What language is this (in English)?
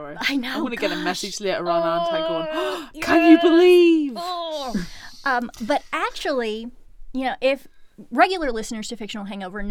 English